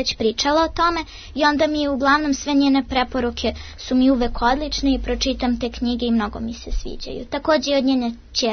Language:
Serbian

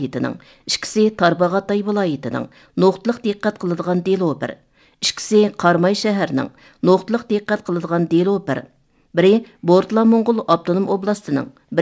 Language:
Uyghur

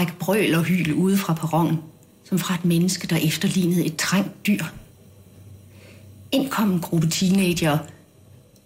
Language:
Danish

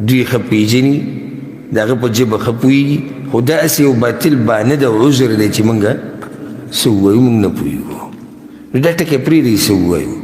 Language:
Pashto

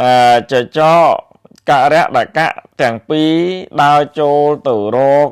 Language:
Khmer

